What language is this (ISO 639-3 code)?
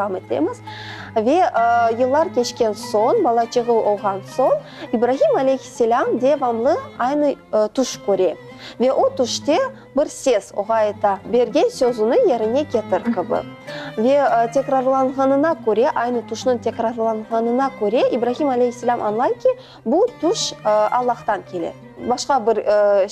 crh